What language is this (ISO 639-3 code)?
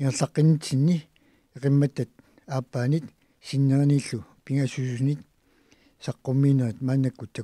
kal